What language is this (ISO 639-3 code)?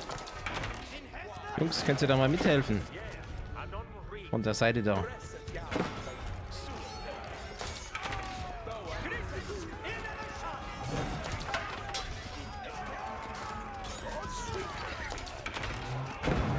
deu